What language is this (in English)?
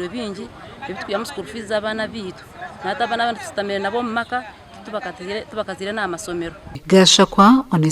Nyankole